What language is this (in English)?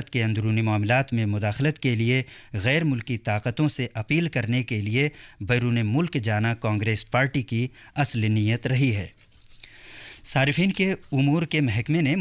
Urdu